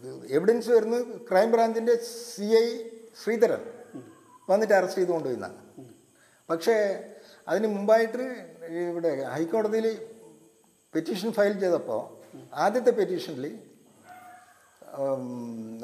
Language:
Malayalam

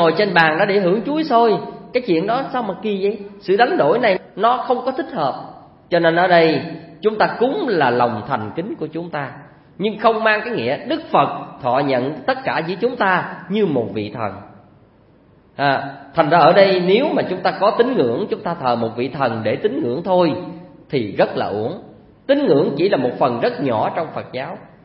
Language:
Vietnamese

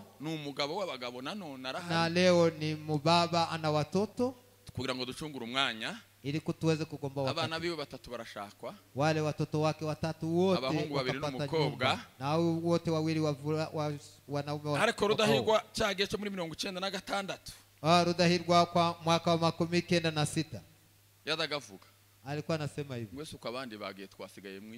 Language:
Kinyarwanda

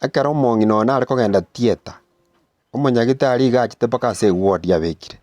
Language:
Gusii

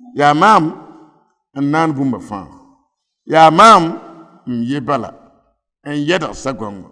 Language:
Mossi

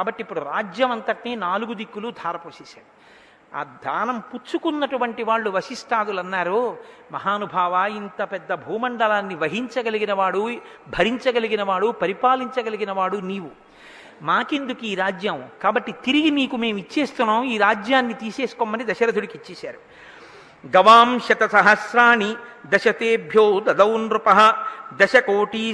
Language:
Telugu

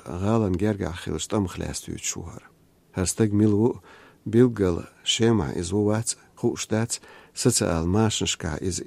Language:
Chechen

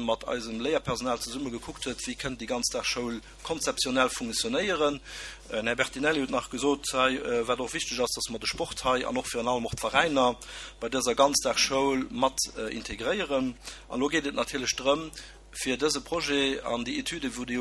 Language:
Luxembourgish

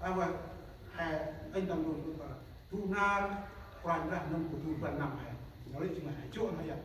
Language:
Central Mnong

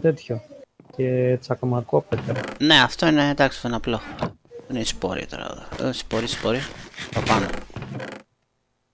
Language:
Greek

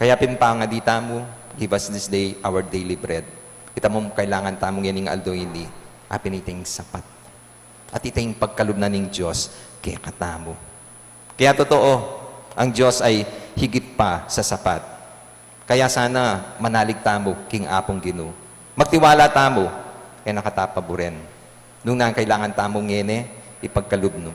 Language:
Pampanga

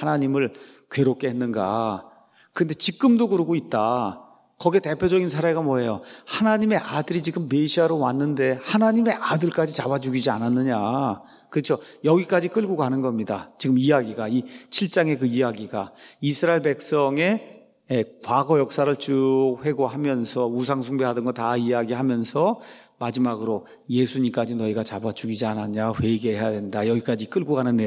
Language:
Korean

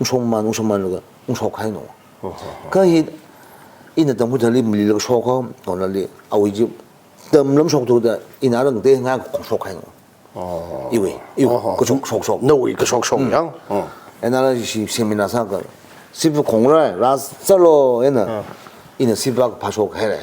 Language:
Tangkhul Naga (India)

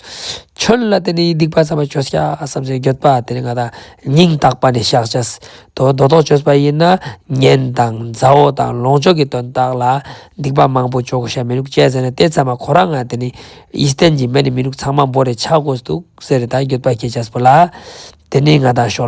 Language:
Ladakhi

